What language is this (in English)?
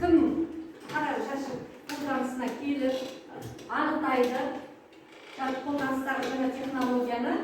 Kazakh